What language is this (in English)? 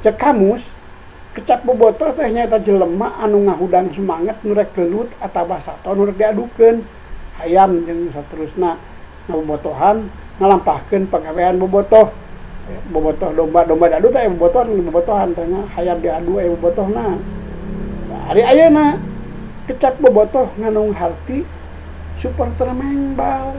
Sundanese